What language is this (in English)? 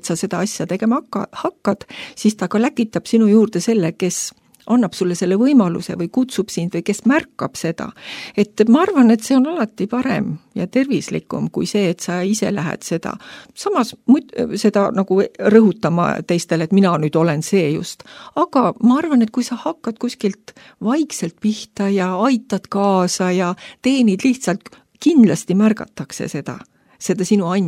Estonian